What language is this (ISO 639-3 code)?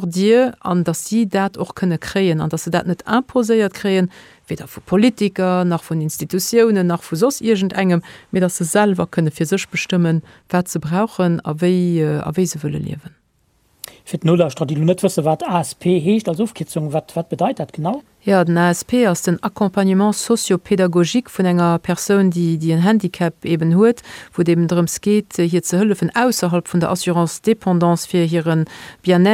ltz